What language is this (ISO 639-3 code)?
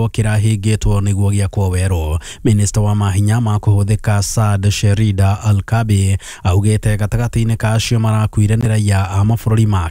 kik